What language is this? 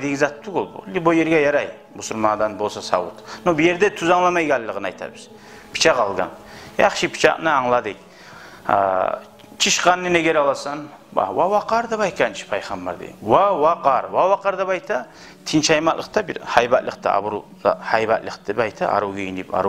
Kumyk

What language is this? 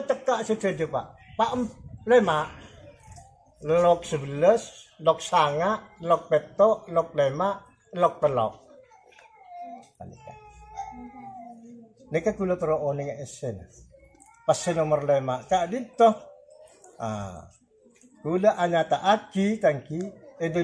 Madurese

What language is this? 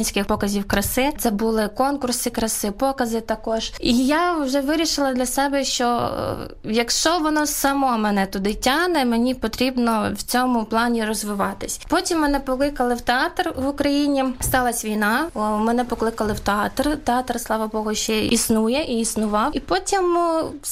Ukrainian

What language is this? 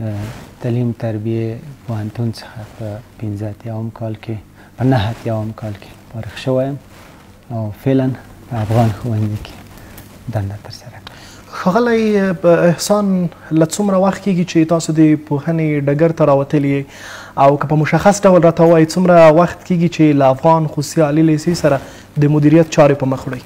Pashto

